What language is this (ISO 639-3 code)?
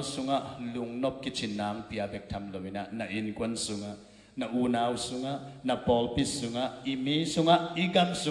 ctd